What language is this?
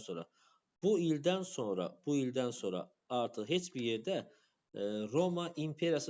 Azerbaijani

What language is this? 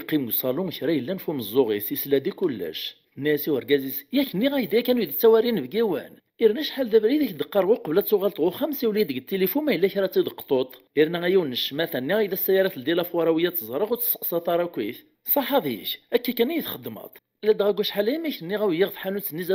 Kabyle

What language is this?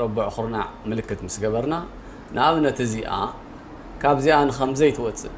Tigrinya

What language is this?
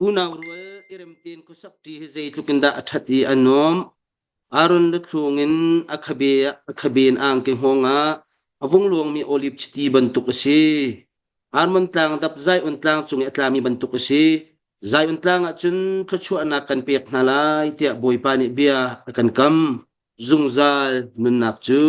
Hakha Chin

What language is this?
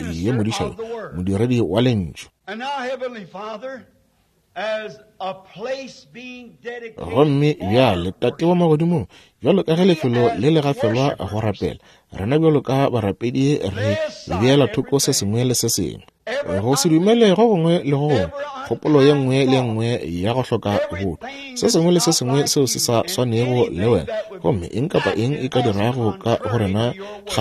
Northern Sotho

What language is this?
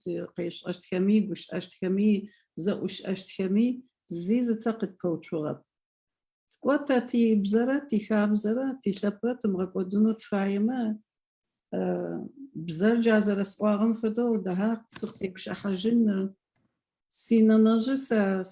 Adyghe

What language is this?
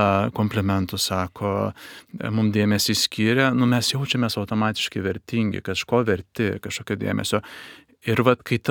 Lithuanian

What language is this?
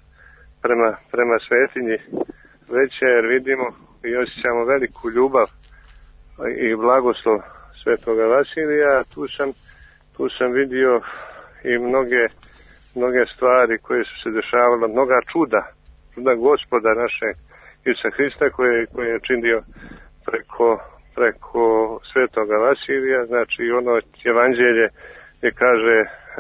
Serbian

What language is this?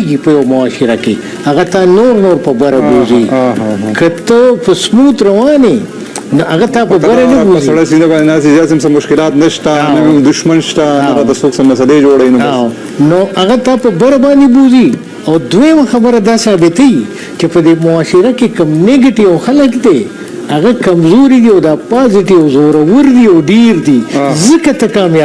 Pashto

